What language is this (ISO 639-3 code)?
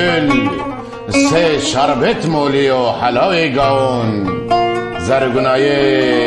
zza